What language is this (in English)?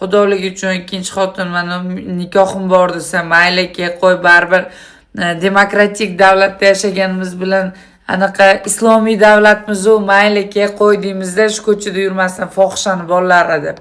Uzbek